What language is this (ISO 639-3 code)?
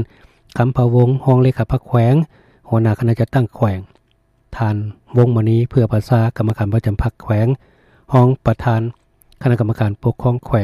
lao